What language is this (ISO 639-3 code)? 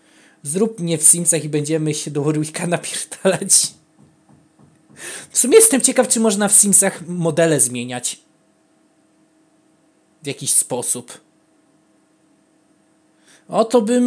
pol